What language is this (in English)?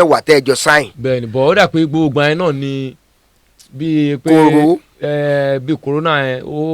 Yoruba